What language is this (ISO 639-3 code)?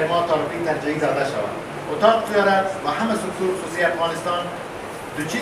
fas